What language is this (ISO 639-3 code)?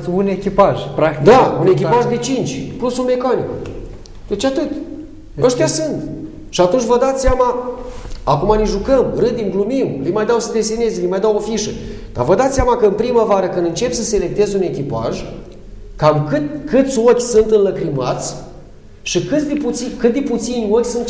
ron